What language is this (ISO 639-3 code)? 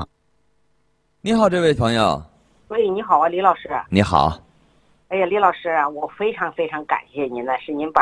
zho